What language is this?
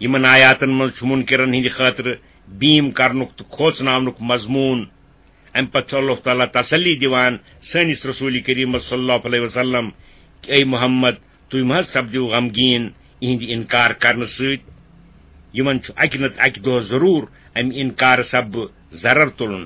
Kashmiri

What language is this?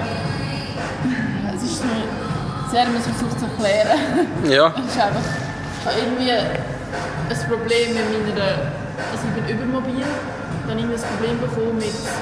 Swiss German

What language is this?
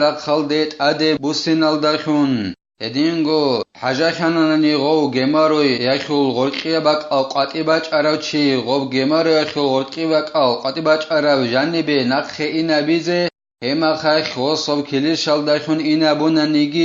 Avaric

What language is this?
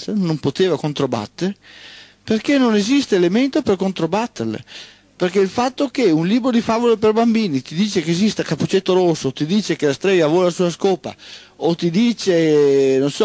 Italian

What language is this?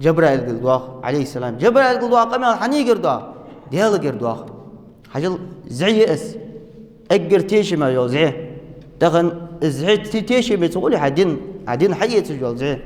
Ingush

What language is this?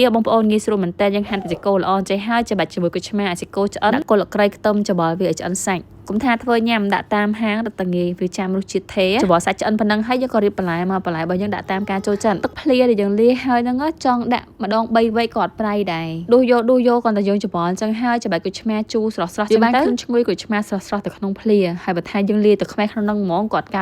Khmer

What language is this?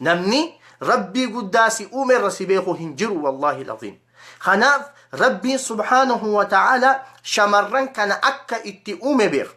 Oromo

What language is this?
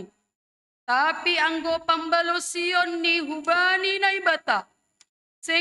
Batak Simalungun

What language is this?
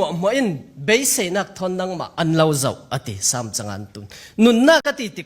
Falam Chin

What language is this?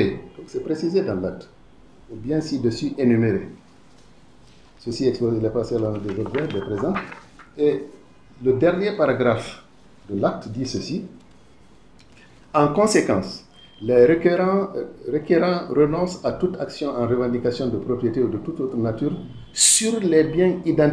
French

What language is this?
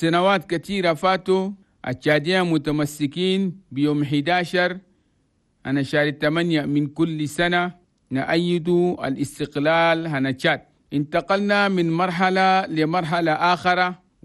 Chadian Arabic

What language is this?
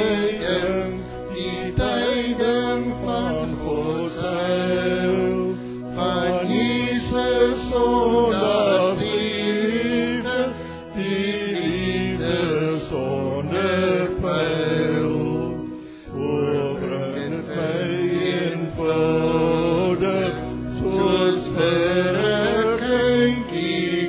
Afrikaans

